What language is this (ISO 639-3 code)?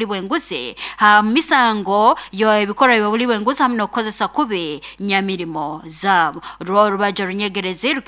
nyo